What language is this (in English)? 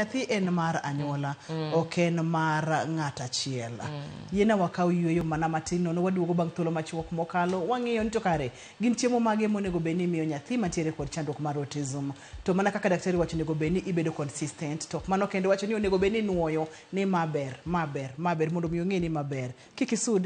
Luo (Kenya and Tanzania)